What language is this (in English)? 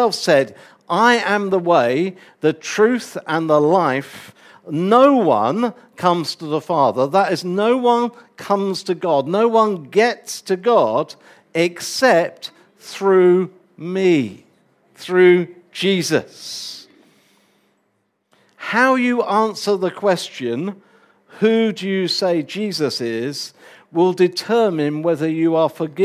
English